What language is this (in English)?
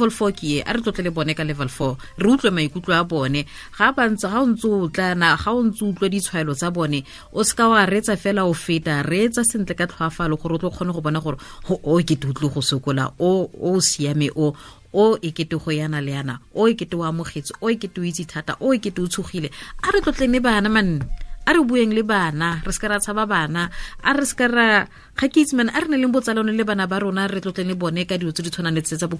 Tswana